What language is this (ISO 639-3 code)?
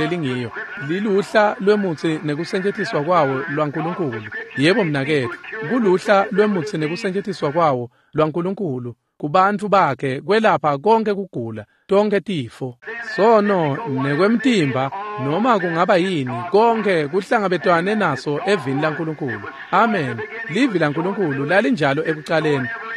ssw